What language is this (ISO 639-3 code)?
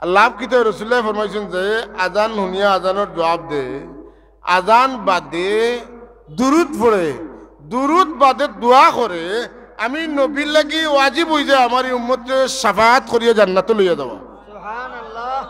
syl